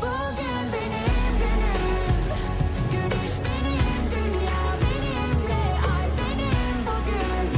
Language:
Kara-Kalpak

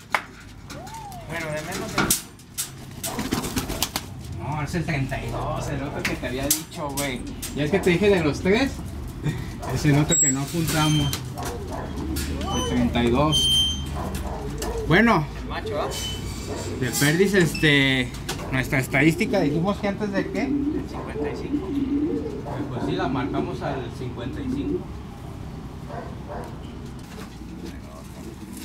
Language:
Spanish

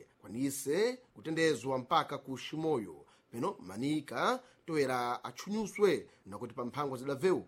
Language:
Sena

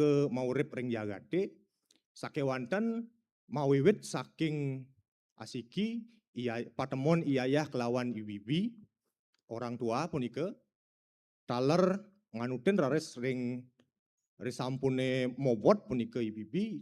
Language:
Balinese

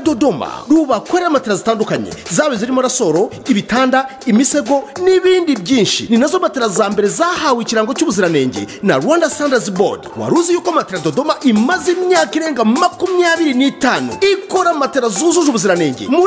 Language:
Kinyarwanda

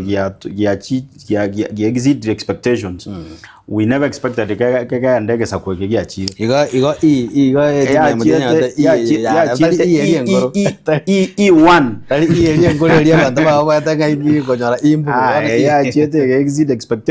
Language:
Gusii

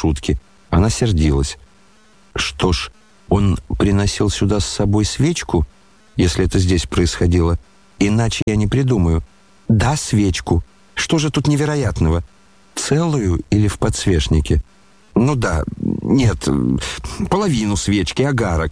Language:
Russian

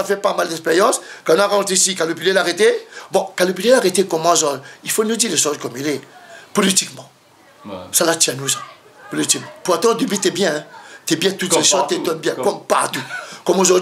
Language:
Réunion Creole French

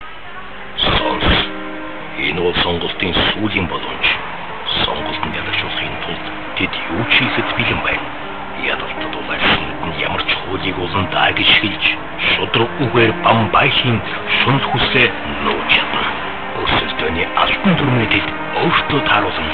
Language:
Mongolian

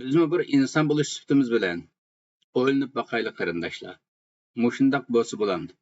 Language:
Uyghur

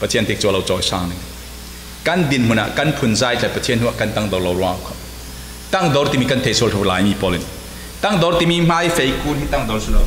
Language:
Falam Chin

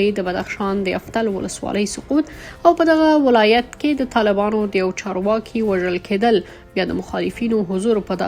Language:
Pashto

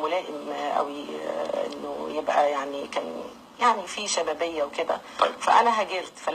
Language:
Egyptian Arabic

